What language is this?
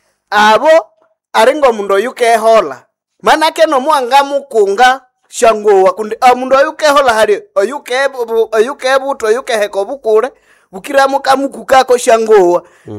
Nande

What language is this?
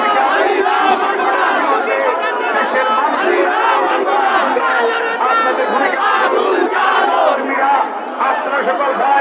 Bangla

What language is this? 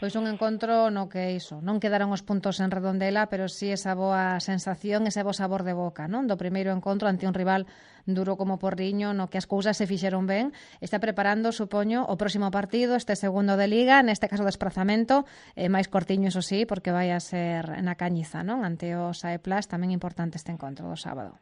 Galician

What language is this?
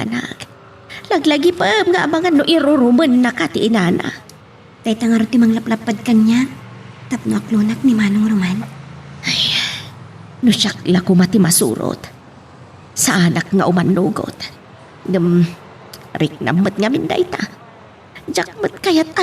Iloko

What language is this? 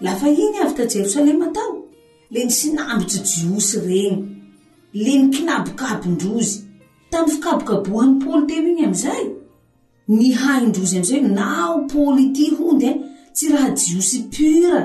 Malagasy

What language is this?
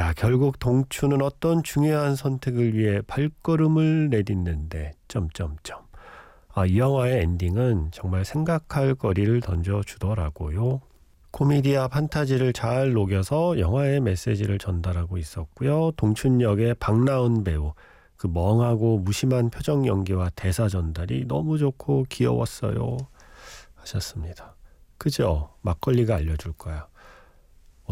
Korean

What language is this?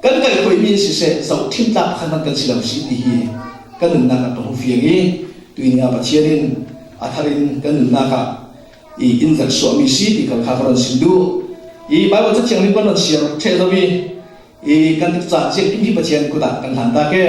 Falam Chin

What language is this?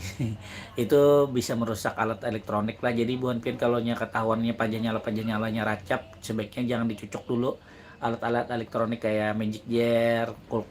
Banjar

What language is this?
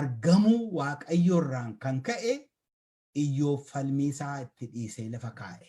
Oromo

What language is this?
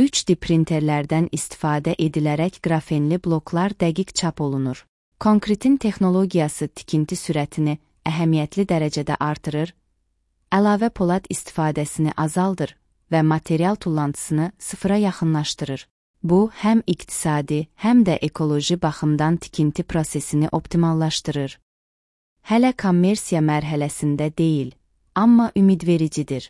Azerbaijani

